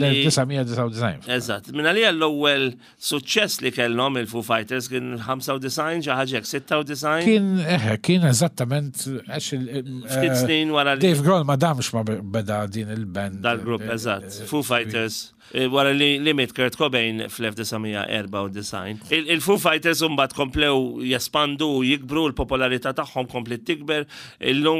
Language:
Maltese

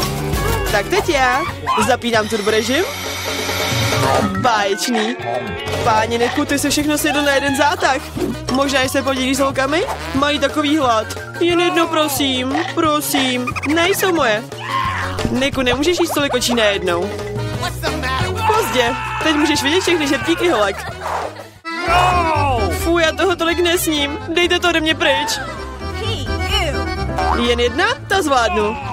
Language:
Czech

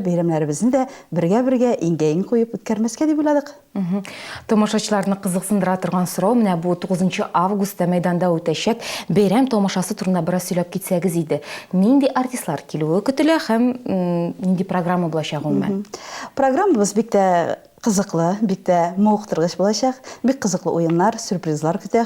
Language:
Tatar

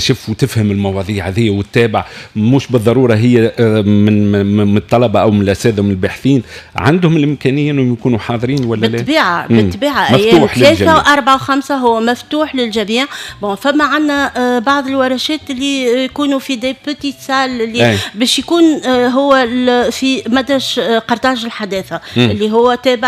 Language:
Tunisian Arabic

